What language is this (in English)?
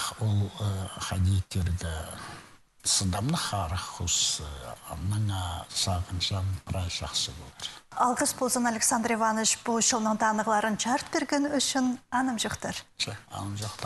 Khakas